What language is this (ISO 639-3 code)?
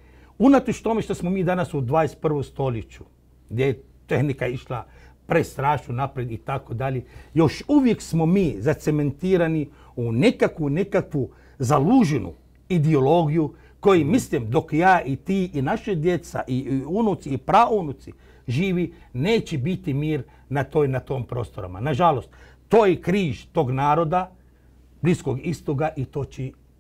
hrv